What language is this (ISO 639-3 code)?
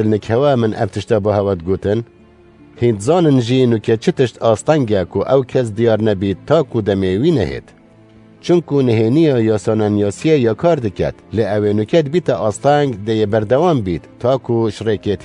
kur